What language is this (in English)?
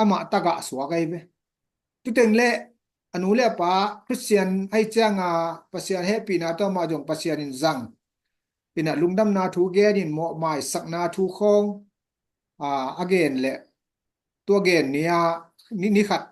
Tedim Chin